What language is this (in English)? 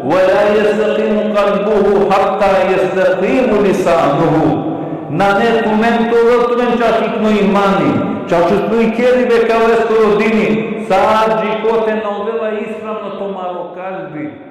Balkan Romani